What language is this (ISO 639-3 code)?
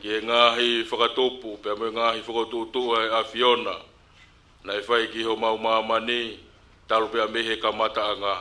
ton